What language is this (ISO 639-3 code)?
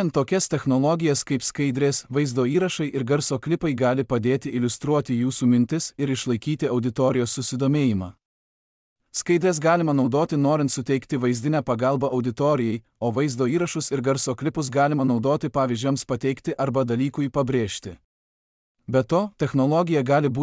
lit